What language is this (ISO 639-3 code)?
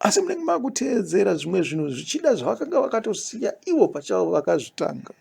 sna